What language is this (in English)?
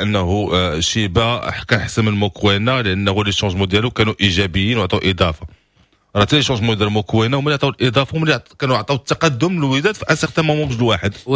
Moroccan Arabic